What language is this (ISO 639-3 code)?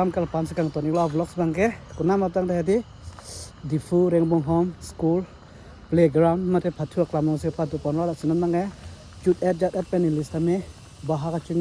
mjw